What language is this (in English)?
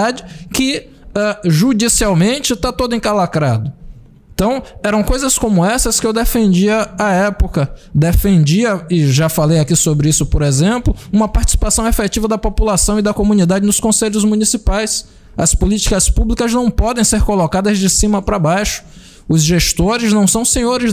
Portuguese